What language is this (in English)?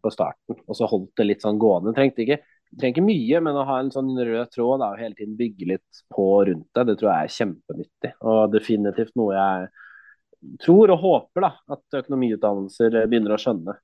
Norwegian